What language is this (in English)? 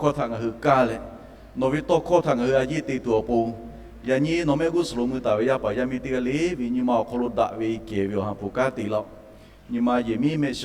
Lahu